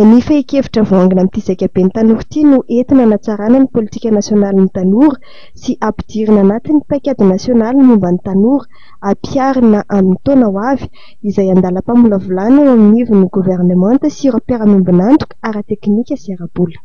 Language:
Malagasy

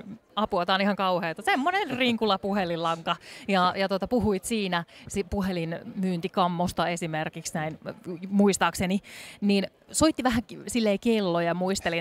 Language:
Finnish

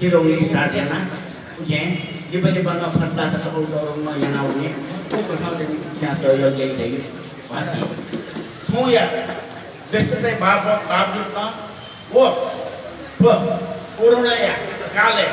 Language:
Newari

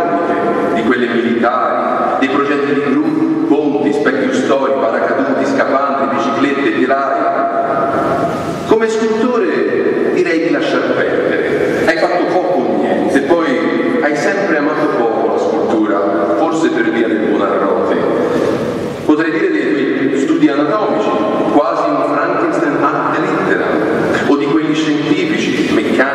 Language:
Italian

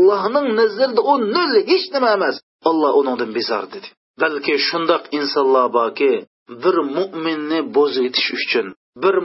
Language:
Uyghur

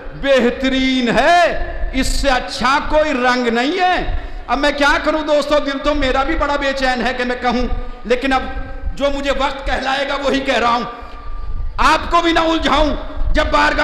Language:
Urdu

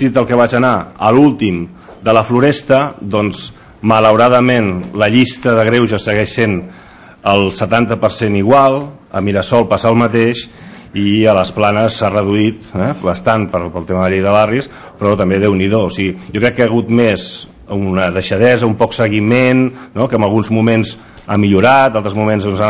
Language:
Catalan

